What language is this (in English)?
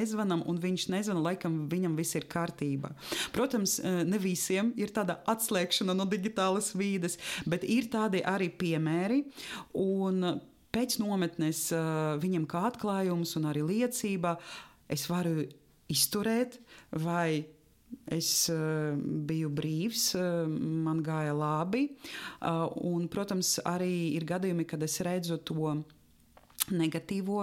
Latvian